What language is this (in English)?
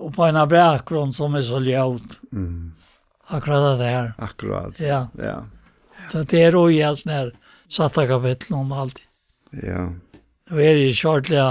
Faroese